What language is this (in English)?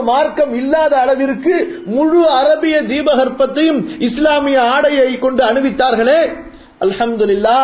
Tamil